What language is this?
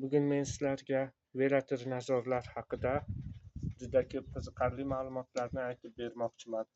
Uzbek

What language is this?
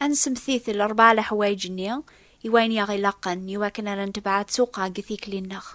Kabyle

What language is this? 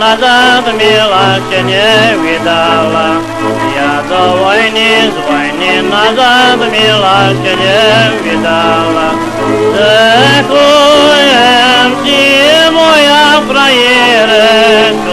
Rusyn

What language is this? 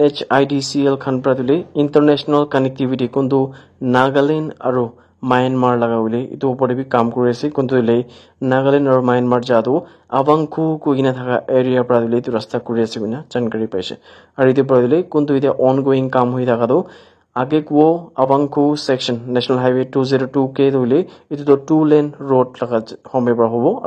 Naga Pidgin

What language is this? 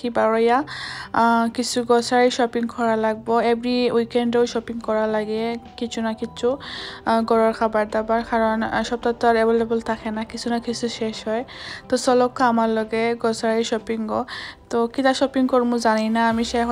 Sylheti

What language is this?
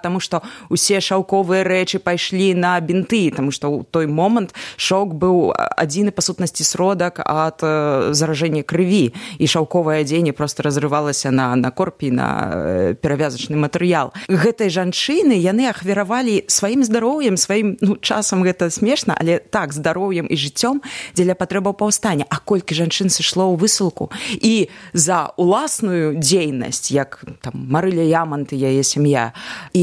Belarusian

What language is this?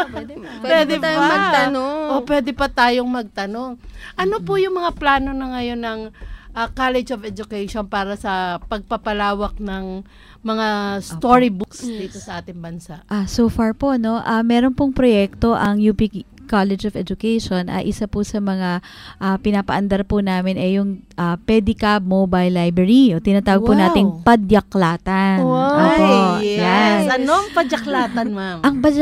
Filipino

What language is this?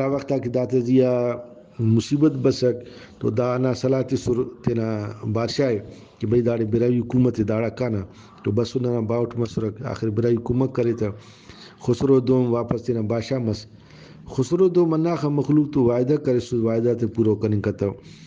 Brahui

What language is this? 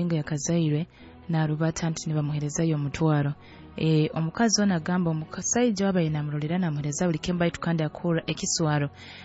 Nyoro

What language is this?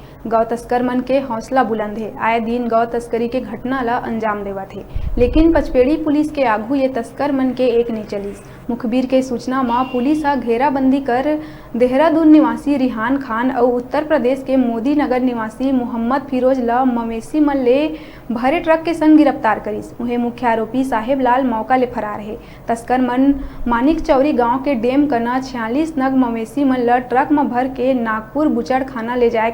Chhattisgarhi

